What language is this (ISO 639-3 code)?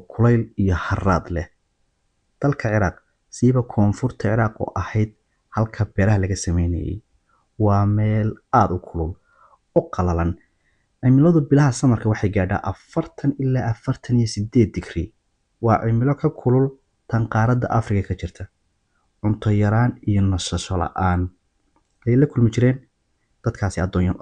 som